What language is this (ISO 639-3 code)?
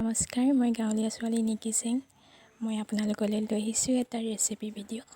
asm